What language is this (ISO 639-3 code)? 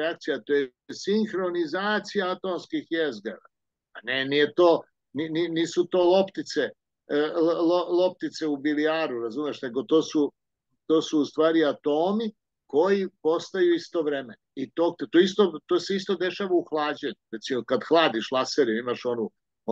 srp